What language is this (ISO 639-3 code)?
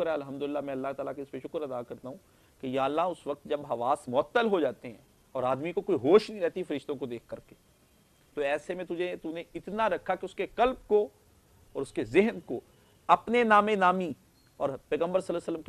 urd